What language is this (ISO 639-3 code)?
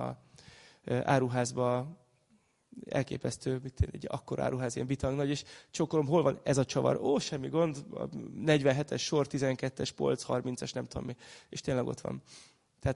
hun